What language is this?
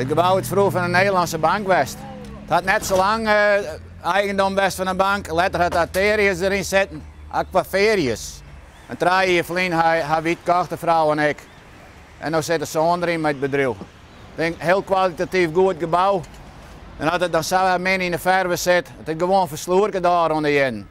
Western Frisian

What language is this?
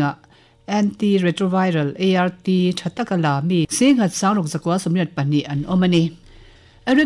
Mizo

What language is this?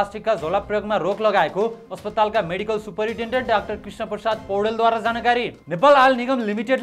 Nepali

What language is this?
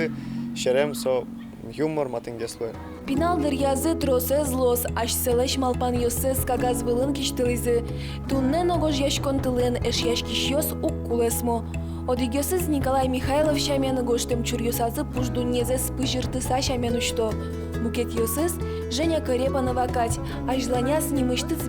Udmurt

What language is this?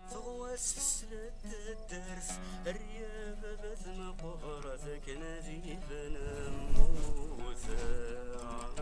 Kabyle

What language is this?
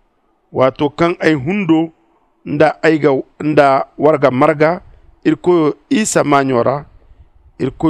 Zarma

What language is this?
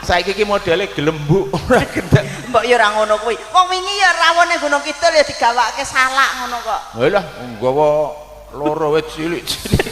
Javanese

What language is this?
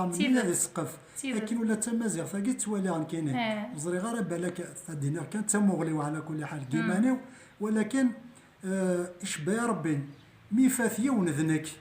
Kabyle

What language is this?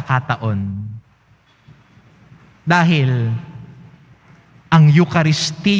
Filipino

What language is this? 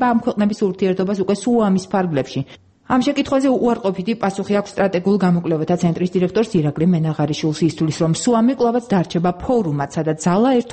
Georgian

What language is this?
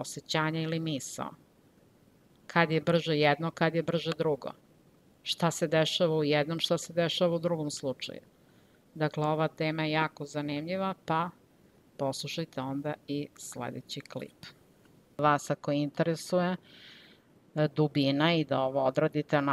Serbian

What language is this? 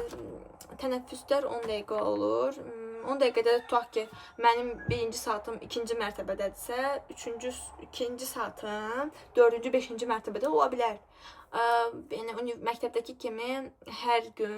Azerbaijani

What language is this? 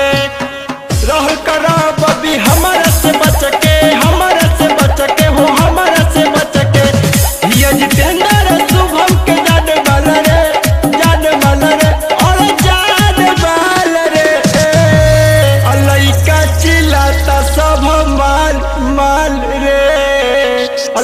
Bhojpuri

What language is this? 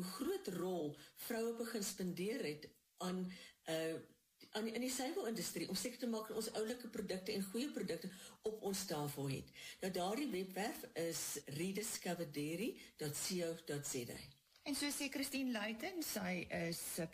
Afrikaans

